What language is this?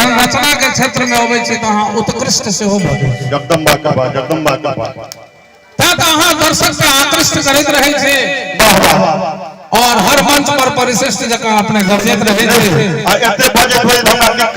Maithili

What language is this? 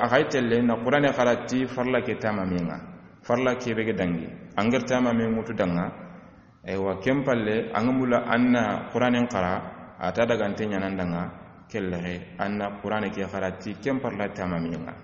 Soninke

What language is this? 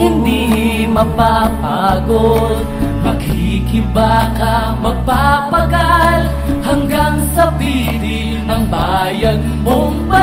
Filipino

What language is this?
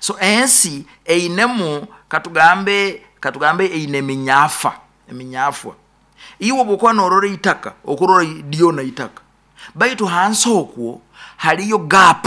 Nyoro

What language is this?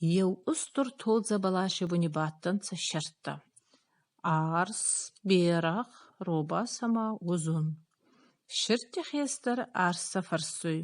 Ossetic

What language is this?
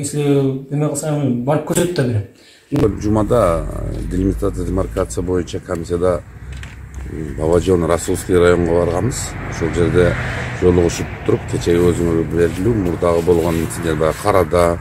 Kyrgyz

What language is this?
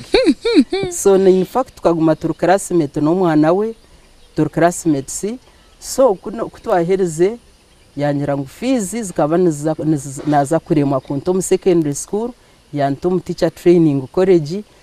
Nyankole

